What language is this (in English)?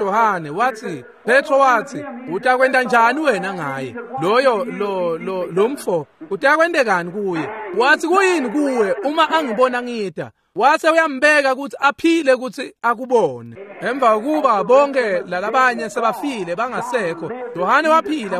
Swati